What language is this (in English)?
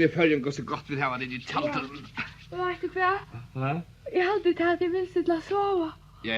Faroese